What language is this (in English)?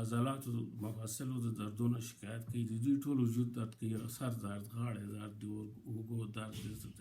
Pashto